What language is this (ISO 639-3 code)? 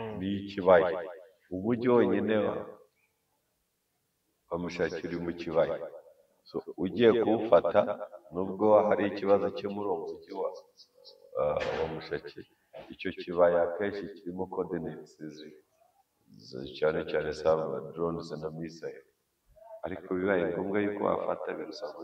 kin